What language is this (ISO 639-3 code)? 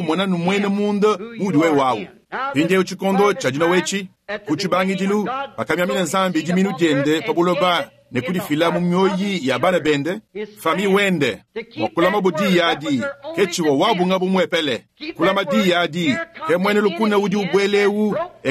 lua